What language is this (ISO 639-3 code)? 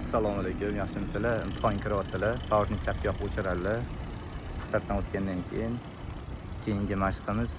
uzb